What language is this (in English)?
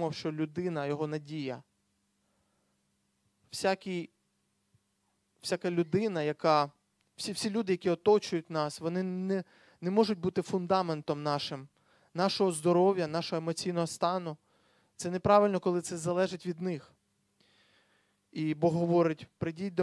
Ukrainian